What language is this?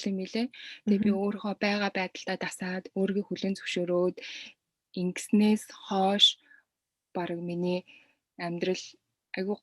Mongolian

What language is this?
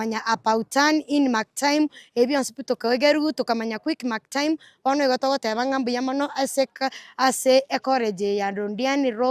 Gusii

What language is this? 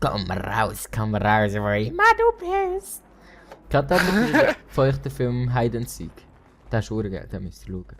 Swiss German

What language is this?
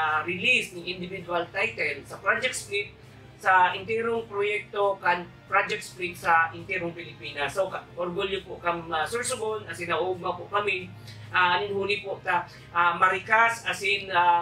Bikol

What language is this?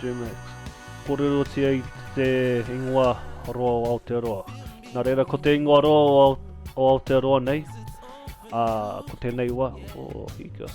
Māori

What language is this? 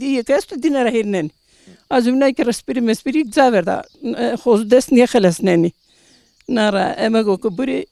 Zaza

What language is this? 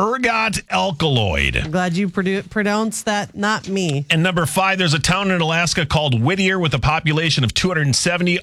English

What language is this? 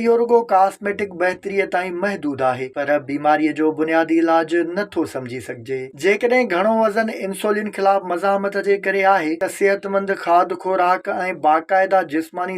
Sindhi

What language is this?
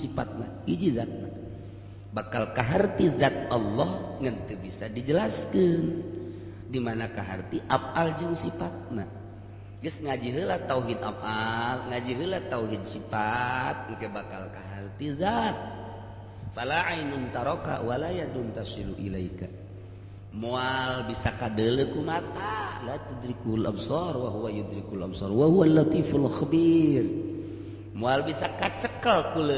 Sundanese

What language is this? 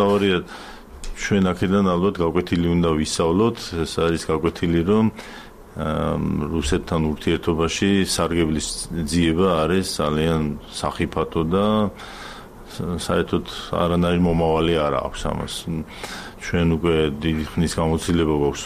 Georgian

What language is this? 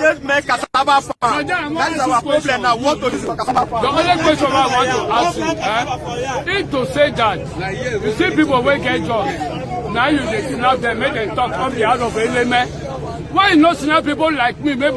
Nigerian Pidgin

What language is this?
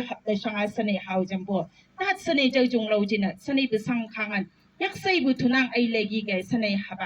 Chang Naga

